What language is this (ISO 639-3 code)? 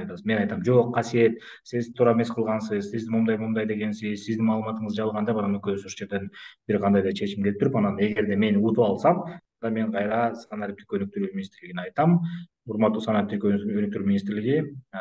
kir